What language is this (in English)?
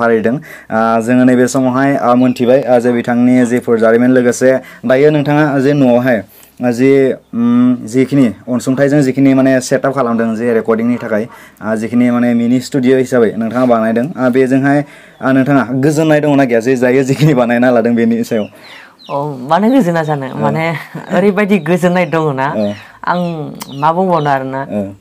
Bodo